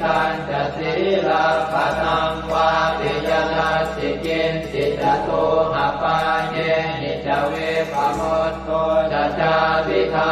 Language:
Pali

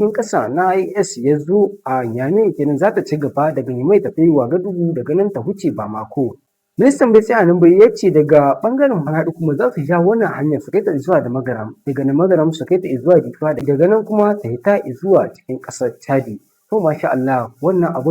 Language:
Hausa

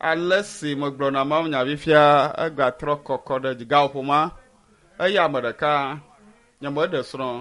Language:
Ewe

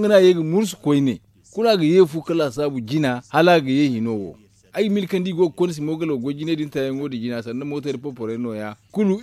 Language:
Zarma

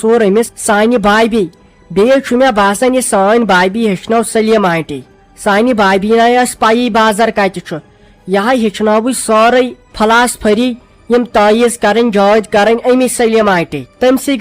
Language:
Kashmiri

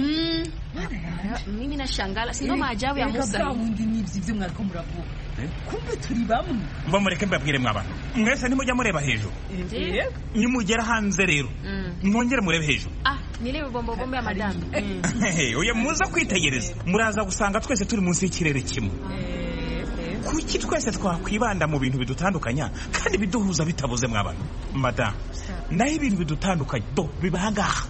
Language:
Kinyarwanda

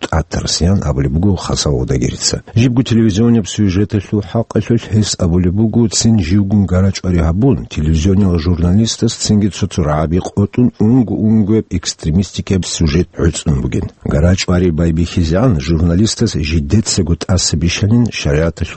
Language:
Avaric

